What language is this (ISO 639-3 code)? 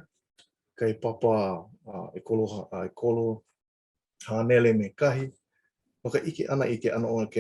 haw